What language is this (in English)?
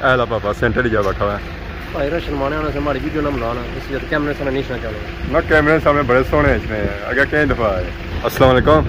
Pahari-Potwari